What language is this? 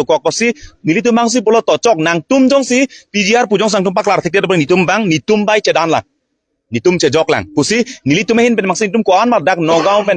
Karbi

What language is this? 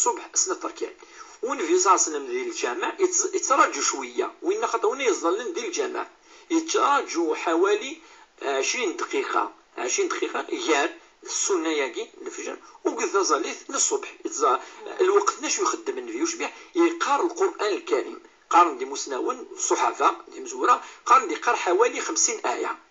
Kabyle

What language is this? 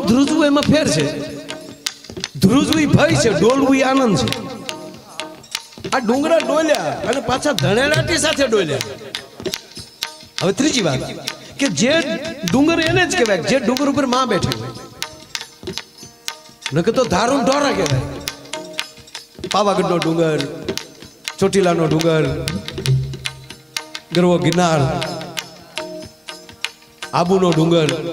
Gujarati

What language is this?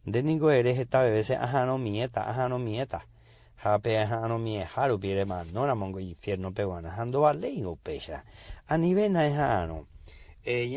Guarani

